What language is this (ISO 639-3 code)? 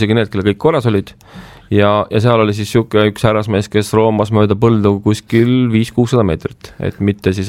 est